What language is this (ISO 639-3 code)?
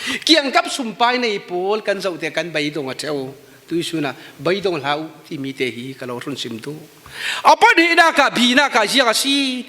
cfm